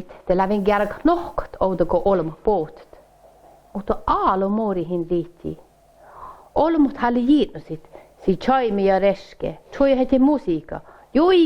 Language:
Northern Sami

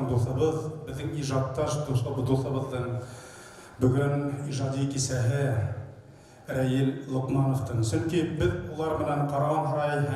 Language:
Bashkir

